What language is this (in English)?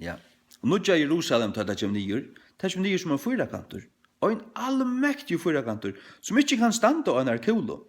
Faroese